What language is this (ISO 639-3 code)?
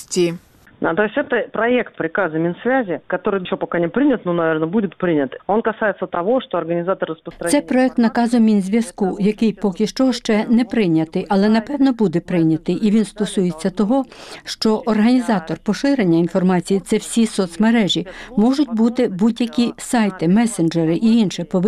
ukr